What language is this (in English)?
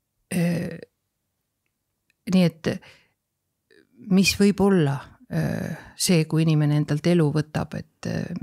Estonian